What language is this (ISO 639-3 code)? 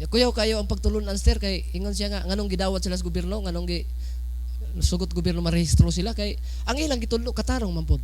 ceb